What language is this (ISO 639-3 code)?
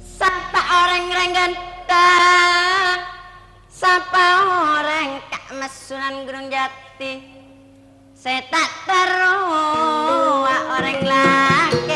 mad